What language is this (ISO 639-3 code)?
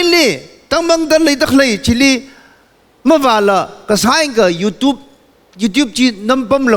nmf